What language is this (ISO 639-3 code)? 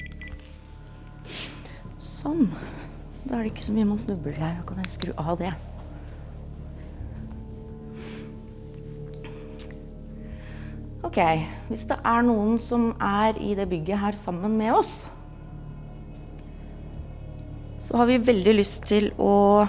nor